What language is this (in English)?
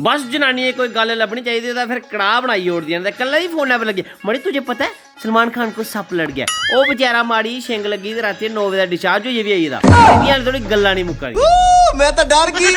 Dogri